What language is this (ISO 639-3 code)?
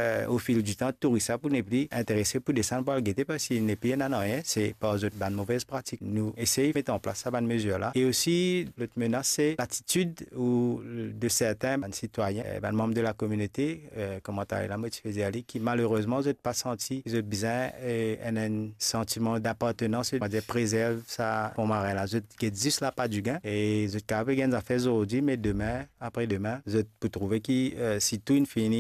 mfe